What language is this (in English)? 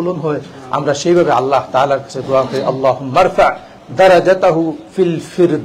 Bangla